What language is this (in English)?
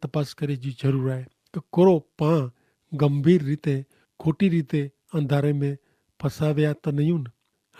Kachhi